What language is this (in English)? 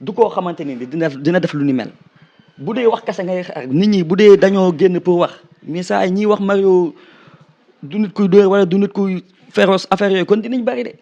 Wolof